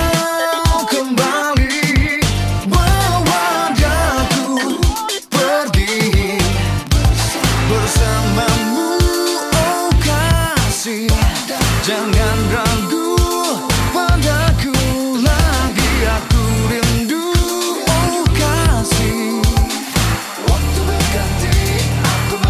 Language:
Indonesian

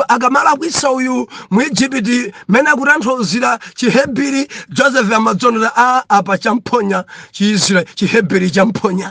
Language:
Nyanja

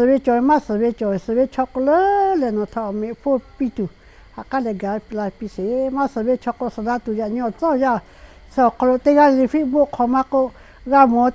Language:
Lahu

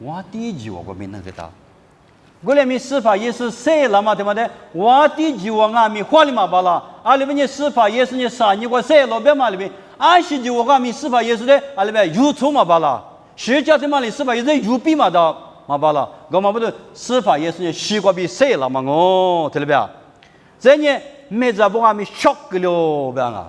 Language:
Lisu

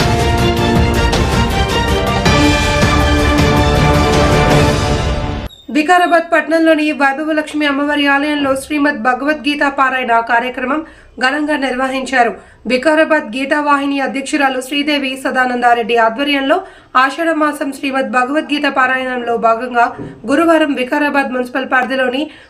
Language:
Telugu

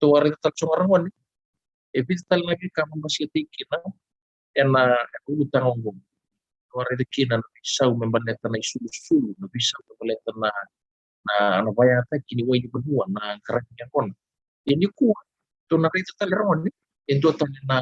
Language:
Fijian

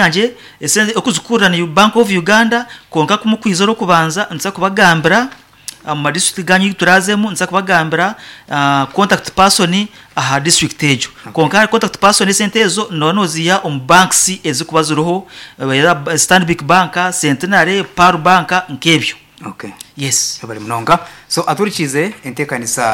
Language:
Nyankole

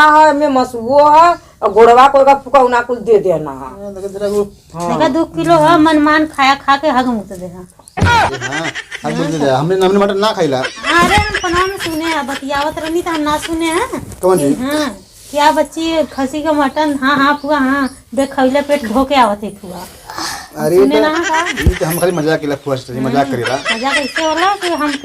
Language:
Awadhi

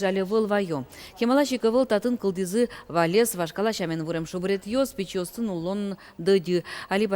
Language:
Udmurt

